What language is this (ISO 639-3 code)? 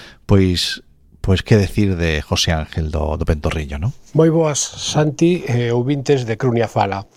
glg